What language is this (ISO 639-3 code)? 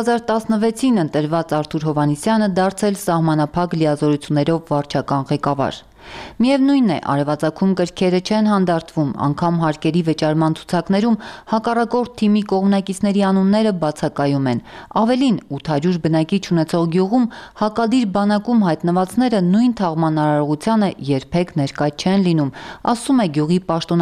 hye